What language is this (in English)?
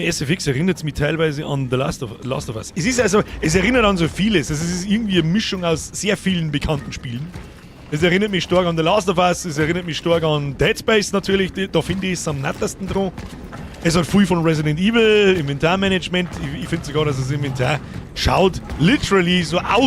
Bavarian